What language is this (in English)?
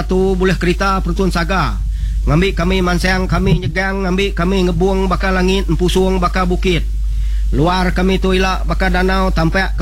Iban